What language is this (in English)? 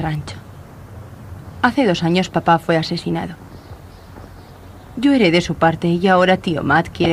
Spanish